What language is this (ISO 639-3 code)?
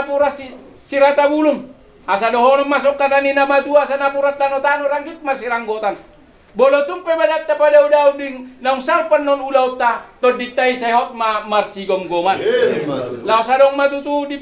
bbc